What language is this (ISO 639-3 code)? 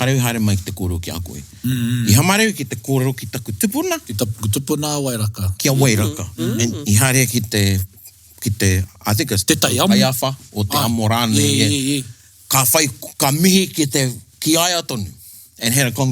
mri